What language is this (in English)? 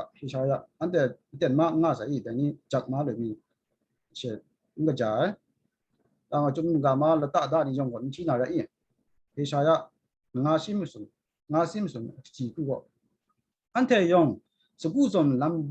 Kachin